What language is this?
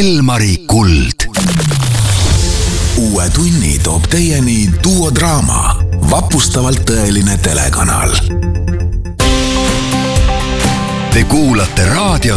Estonian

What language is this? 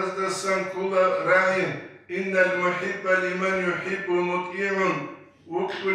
Avaric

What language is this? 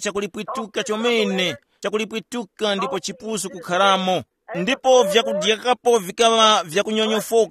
Tumbuka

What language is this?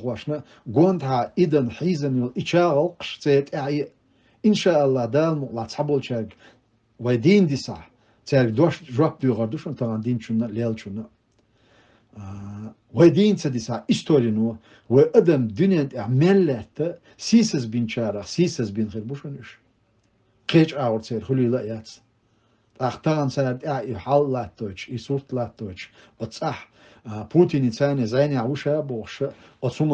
Chechen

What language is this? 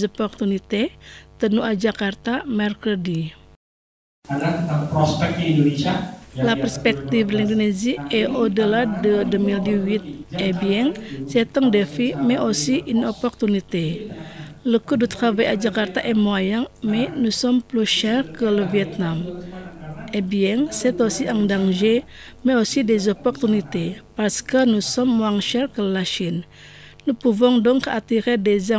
French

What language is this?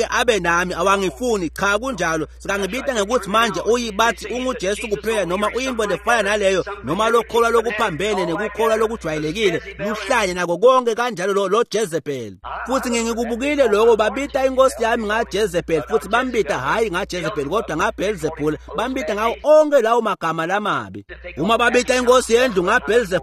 Swati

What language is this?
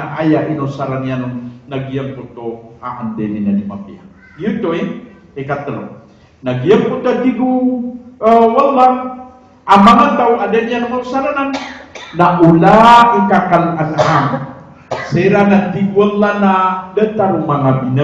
Maranao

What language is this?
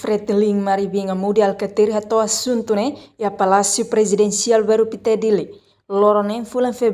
Tetum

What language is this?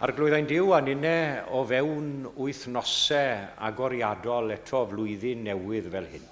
Welsh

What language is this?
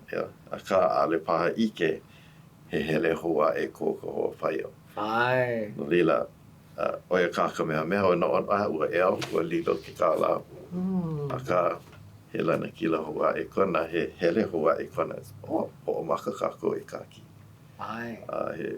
Hawaiian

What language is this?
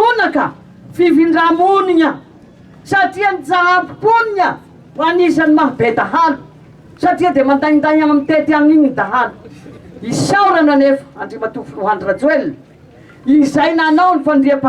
Malagasy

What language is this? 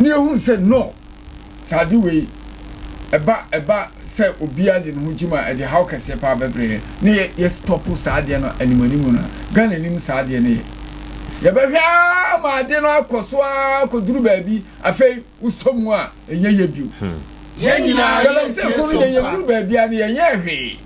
Akan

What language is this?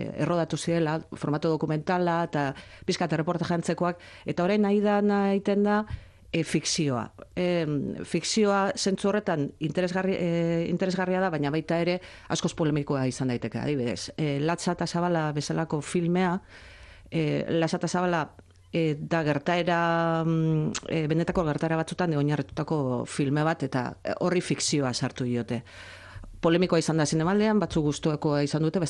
Basque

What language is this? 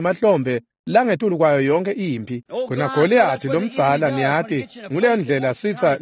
Swati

